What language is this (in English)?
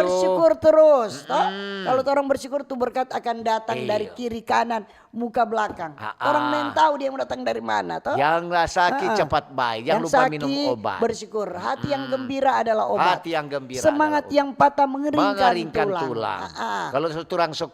Manado Malay